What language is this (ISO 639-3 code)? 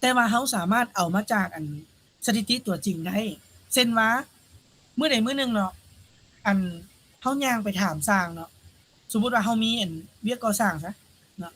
lao